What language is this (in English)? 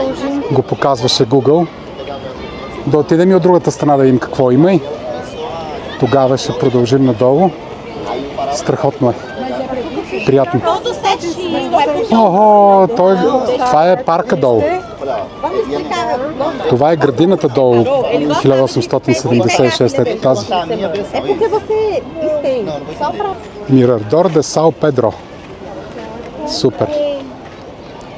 Bulgarian